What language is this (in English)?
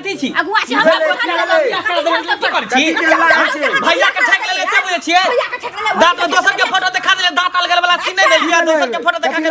Maithili